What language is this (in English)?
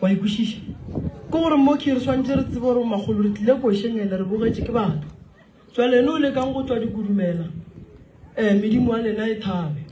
Northern Sotho